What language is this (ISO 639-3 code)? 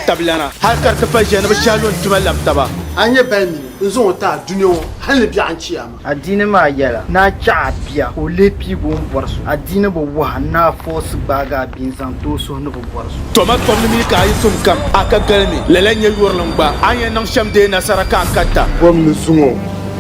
dag